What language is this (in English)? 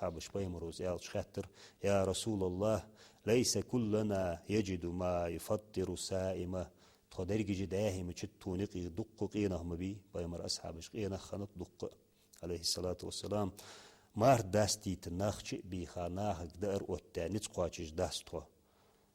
Ingush